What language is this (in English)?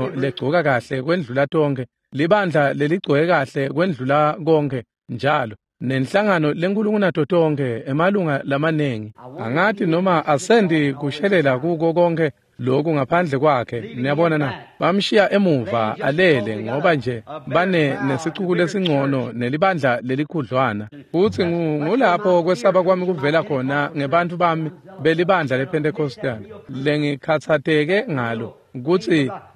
Swati